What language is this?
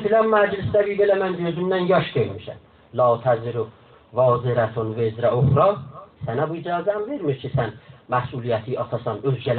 South Azerbaijani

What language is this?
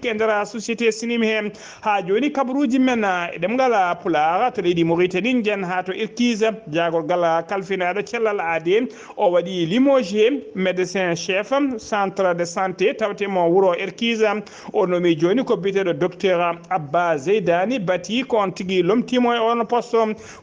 Fula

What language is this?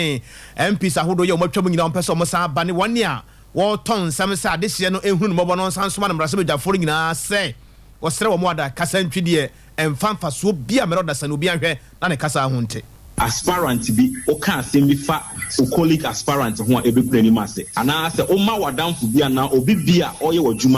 Akan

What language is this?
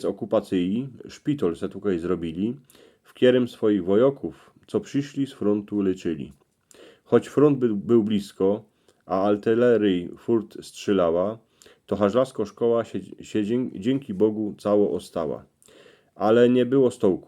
Silesian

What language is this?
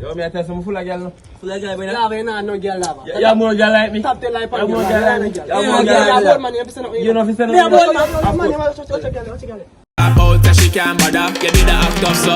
Jamaican Creole English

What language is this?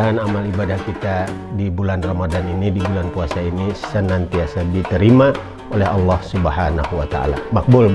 Banjar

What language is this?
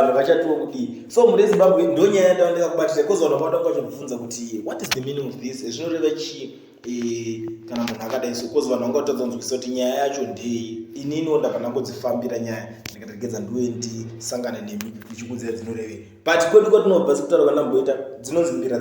Shona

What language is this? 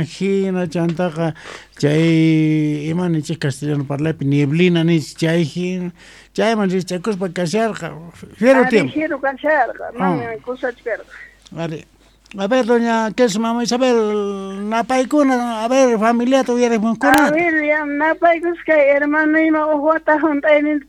Quechua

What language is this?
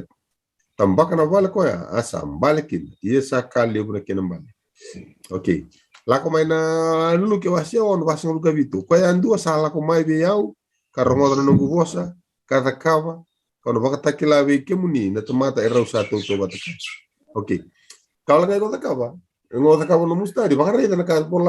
Fijian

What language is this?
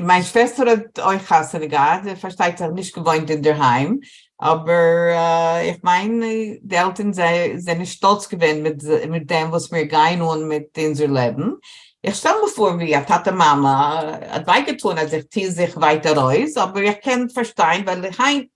Yiddish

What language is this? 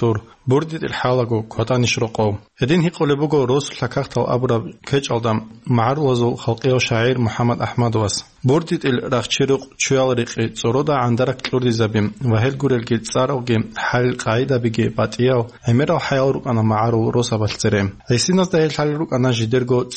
Avaric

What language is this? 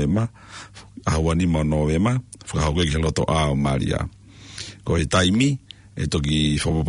Tongan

